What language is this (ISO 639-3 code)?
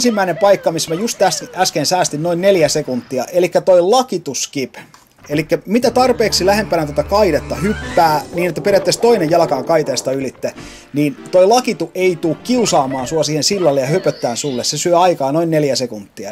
fin